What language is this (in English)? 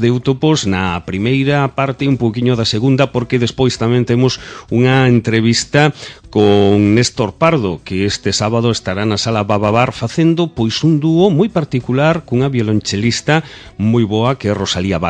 Galician